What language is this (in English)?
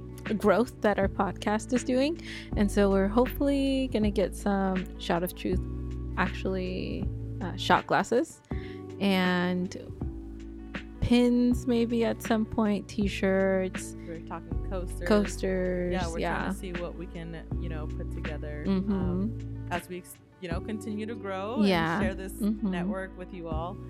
English